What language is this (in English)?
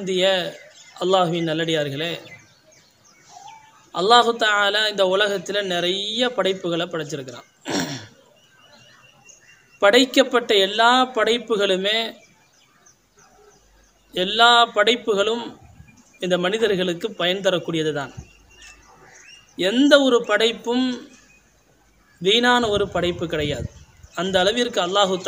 Tamil